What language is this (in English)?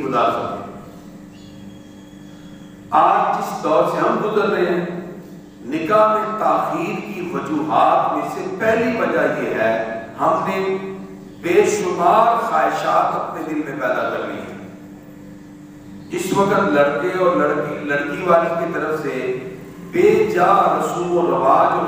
Urdu